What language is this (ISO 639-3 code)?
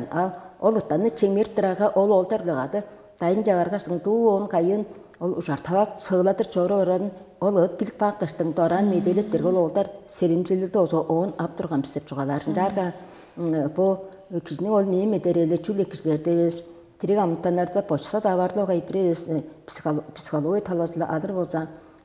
tyv